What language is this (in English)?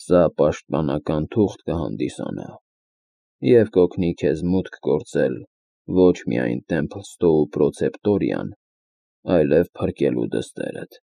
Armenian